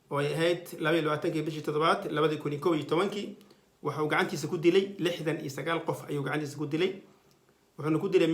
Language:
Somali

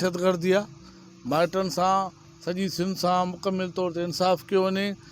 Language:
Sindhi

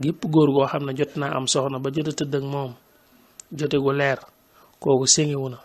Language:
Wolof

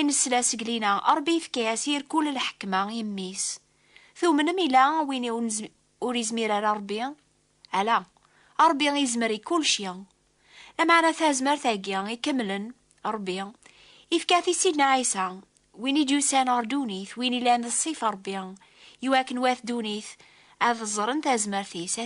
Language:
Kabyle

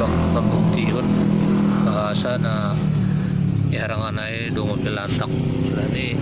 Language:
Batak Simalungun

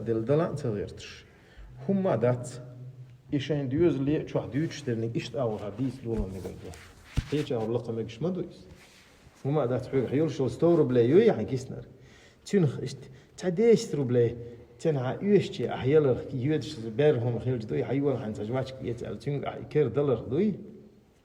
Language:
Chechen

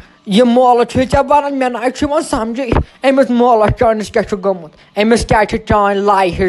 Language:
Kashmiri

